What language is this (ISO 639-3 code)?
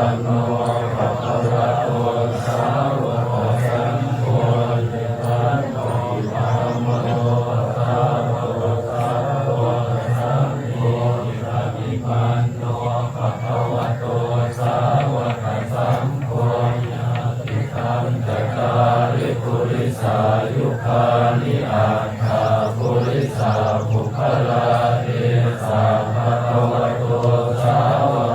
pli